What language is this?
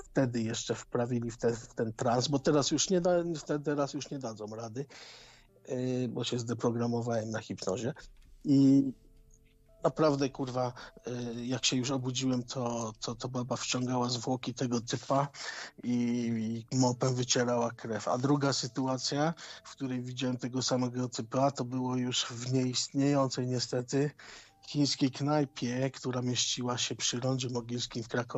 Polish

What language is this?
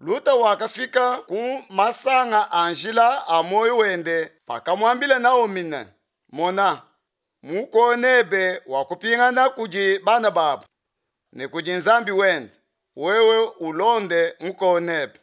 Luba-Lulua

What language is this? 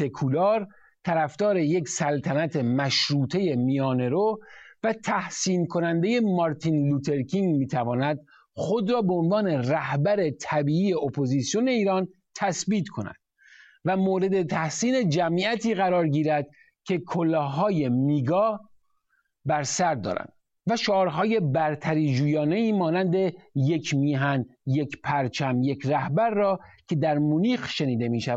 Persian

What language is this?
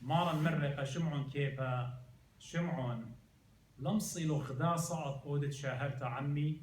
Assyrian Neo-Aramaic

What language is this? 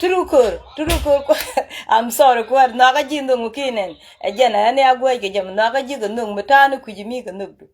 Nuer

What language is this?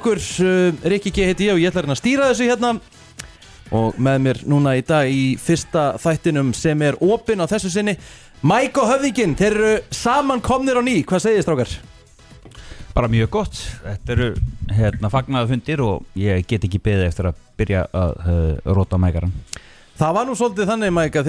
Icelandic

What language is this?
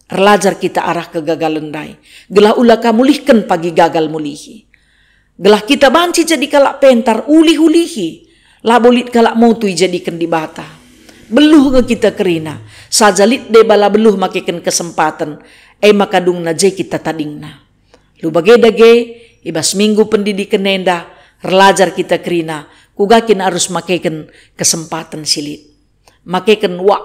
Batak Karo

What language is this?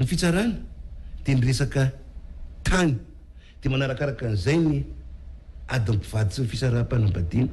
Malagasy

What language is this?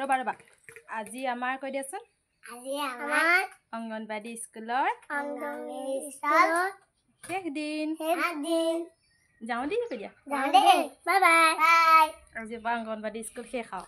Assamese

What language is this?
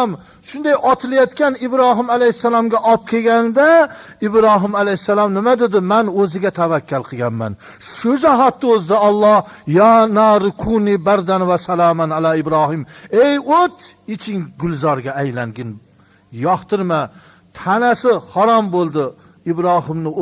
Uzbek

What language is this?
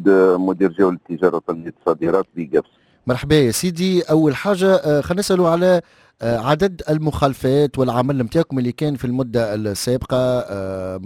Tunisian Arabic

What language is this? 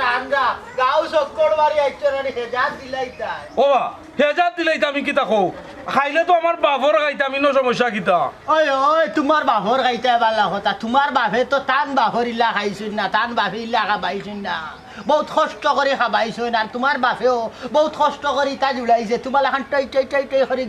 Sylheti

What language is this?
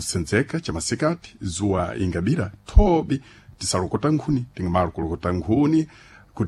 Sena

